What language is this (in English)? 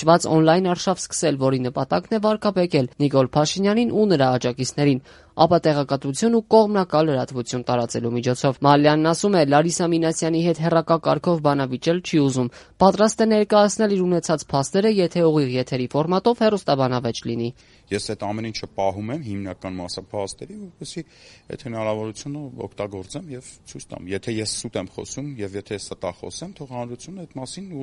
Armenian